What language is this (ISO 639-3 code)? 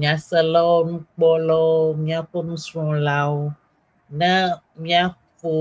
ewe